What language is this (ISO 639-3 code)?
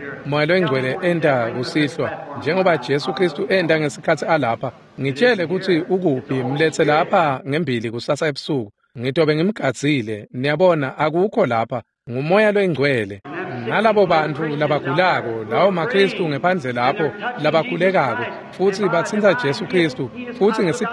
ssw